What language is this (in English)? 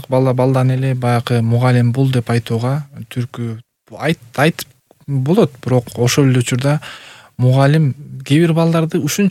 Kyrgyz